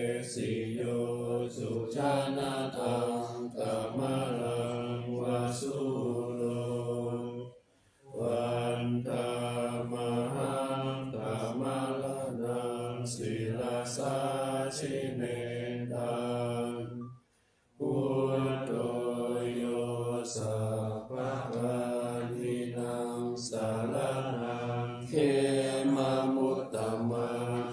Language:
Pali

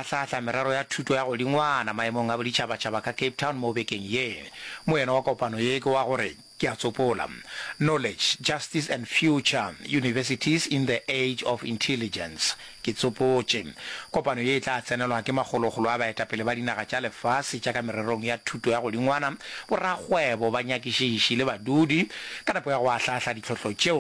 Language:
Northern Sotho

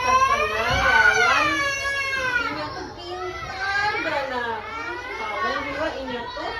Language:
Banjar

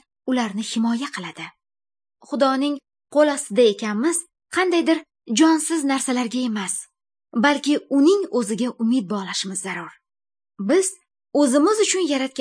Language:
Uyghur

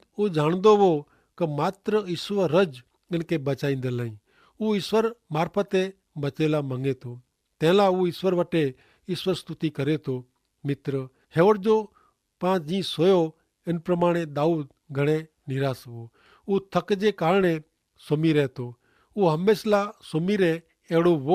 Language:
Kachhi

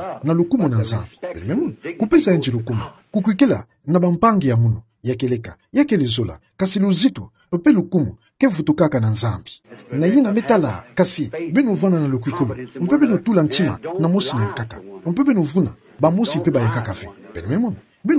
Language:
Kituba (Democratic Republic of Congo)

